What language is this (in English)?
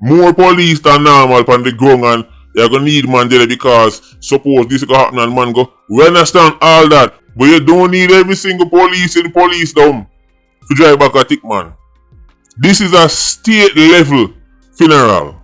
Jamaican Creole English